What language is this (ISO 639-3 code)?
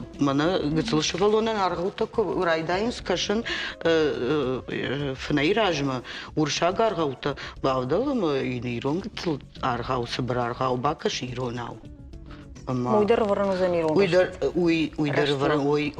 oss